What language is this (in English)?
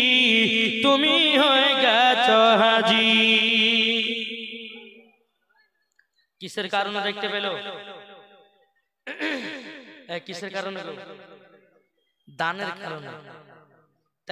Bangla